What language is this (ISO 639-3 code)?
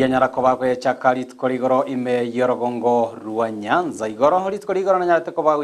guz